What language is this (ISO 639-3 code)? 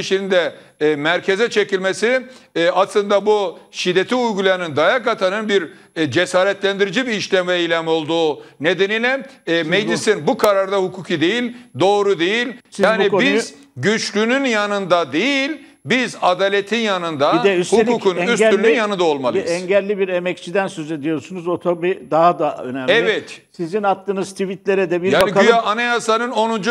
tur